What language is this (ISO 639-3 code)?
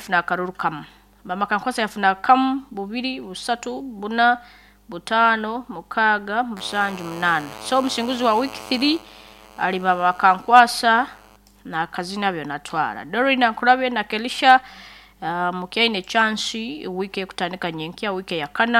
nyo